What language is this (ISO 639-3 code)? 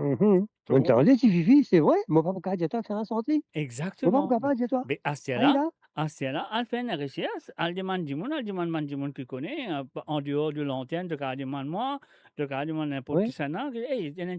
mfe